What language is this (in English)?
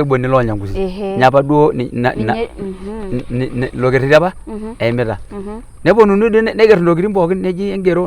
Masai